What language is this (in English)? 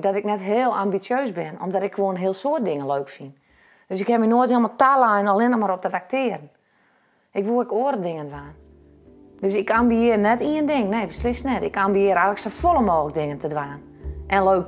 Western Frisian